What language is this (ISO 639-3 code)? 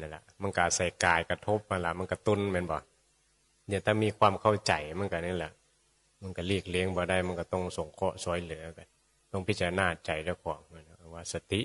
tts